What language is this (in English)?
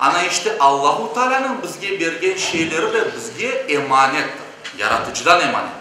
Crimean Tatar